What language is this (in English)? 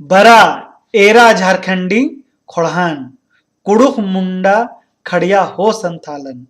Kurukh